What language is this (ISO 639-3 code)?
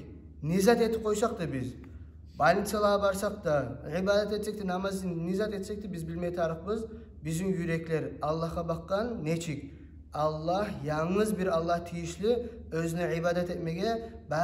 kum